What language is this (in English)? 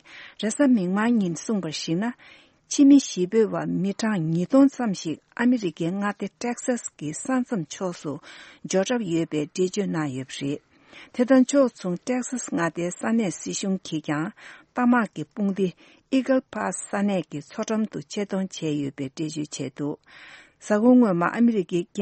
Tibetan